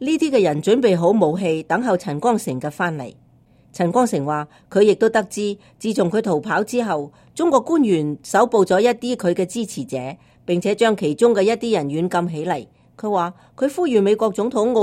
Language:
Cantonese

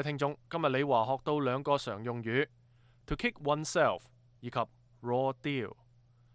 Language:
Cantonese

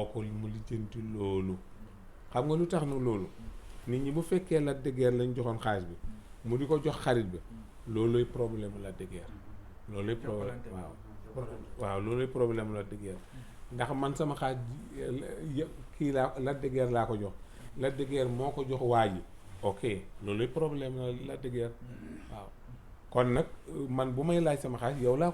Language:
Wolof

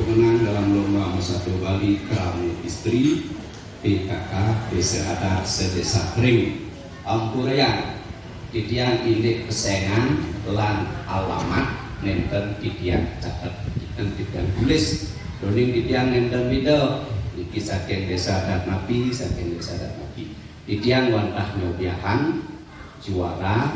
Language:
Balinese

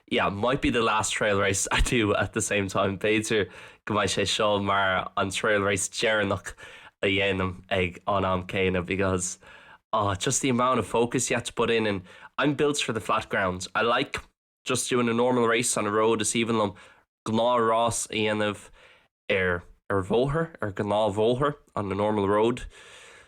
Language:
Irish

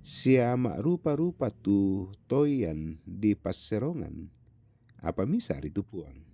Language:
Toraja-Sa'dan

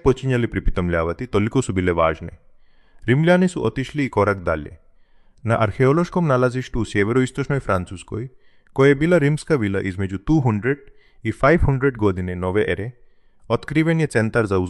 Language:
Croatian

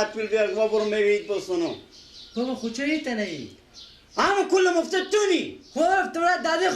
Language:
Persian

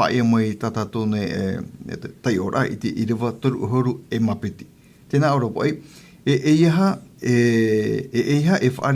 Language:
Tahitian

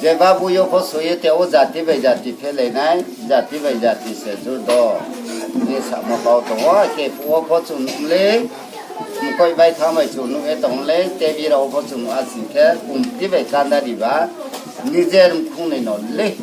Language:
Riang (India)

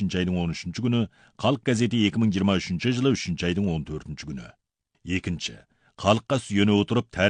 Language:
Kazakh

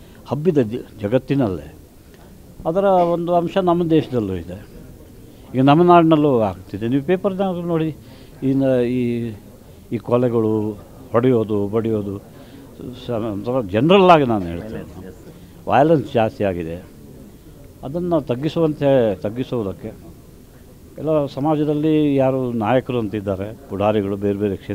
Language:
Kannada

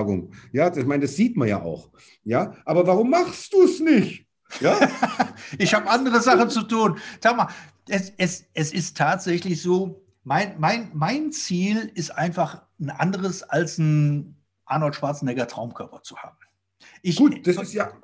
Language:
German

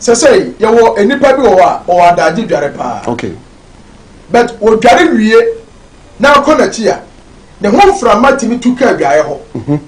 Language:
Akan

